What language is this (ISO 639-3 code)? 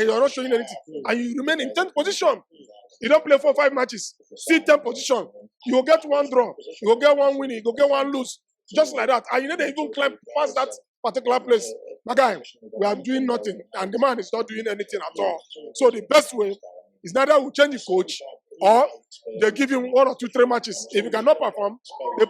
pcm